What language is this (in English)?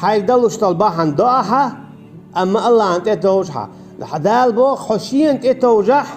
Chechen